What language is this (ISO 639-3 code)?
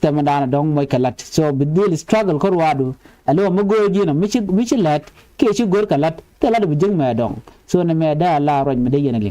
nus